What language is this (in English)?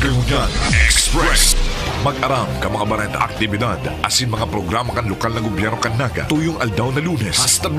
Bikol